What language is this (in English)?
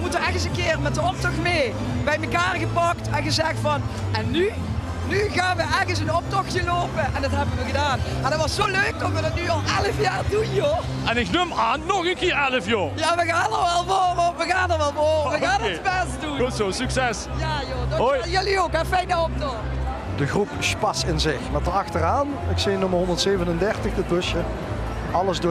Limburgish